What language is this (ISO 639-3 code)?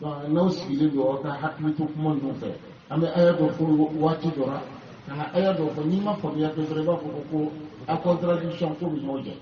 bam